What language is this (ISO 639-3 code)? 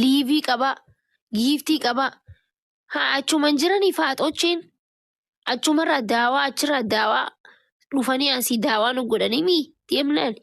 orm